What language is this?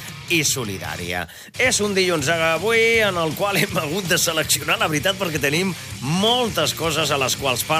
Catalan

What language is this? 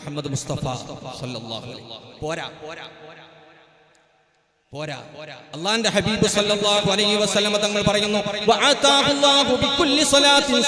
Malayalam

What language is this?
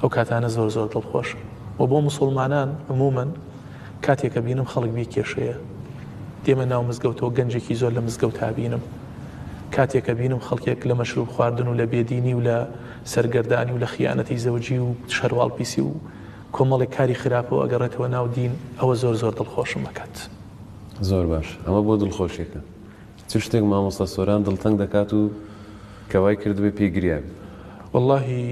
Central Kurdish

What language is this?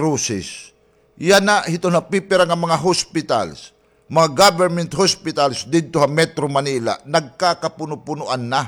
Waray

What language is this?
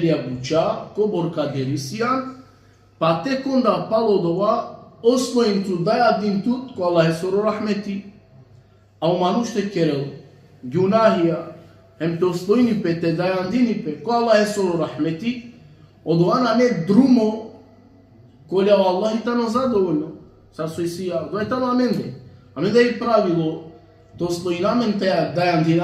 Balkan Romani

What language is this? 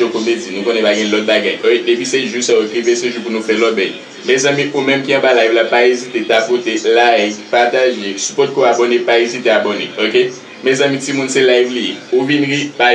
Haitian Creole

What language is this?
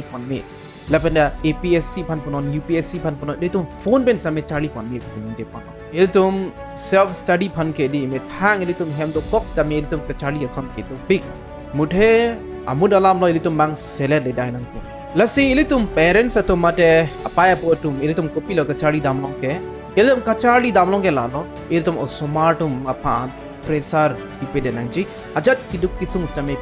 Karbi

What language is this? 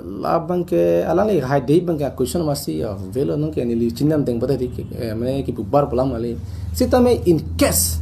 Karbi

